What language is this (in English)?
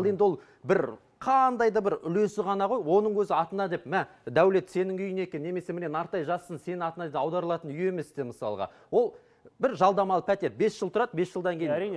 Kazakh